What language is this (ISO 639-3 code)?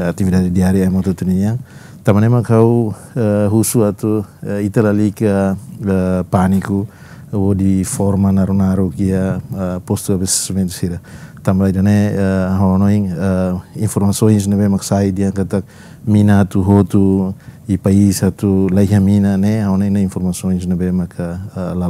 tet